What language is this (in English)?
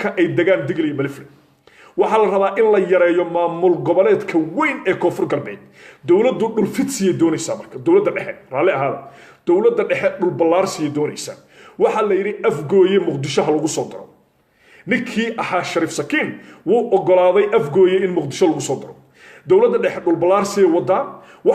Somali